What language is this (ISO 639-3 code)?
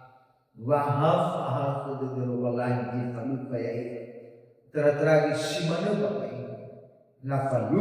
nia